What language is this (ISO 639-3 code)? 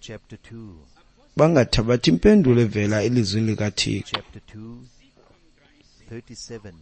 xho